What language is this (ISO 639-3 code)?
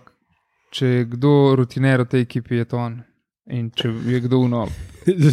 slv